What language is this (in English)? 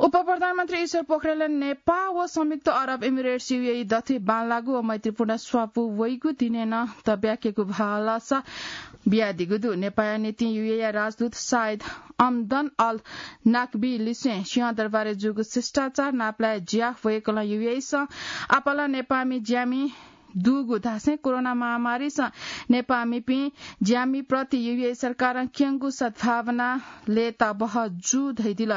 Newari